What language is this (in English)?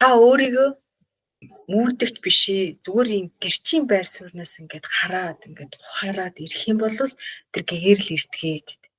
Mongolian